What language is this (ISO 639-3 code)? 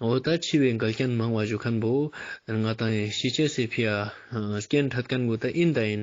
lbj